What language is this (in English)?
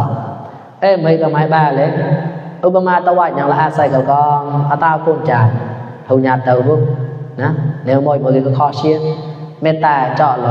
Mon